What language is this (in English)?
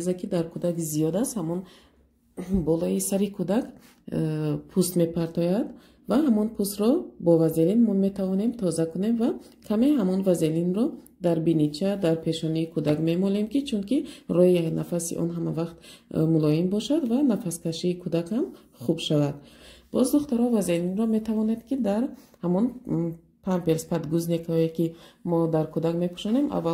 Tajik